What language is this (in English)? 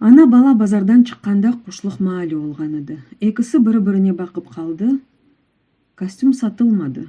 Crimean Tatar